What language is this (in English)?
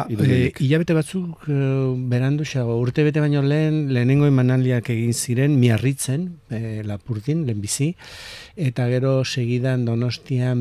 Basque